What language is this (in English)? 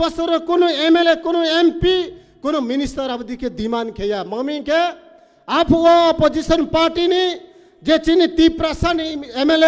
Kok Borok